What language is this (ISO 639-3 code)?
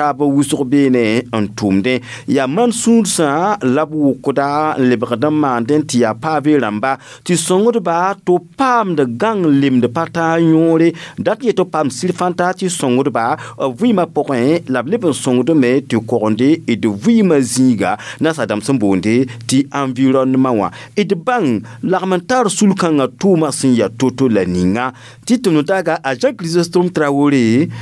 mos